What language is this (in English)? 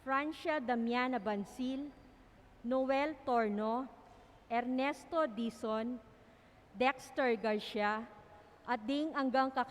Pampanga